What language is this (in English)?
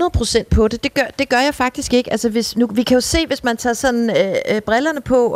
Danish